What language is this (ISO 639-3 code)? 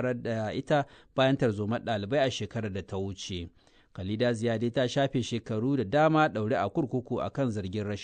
hau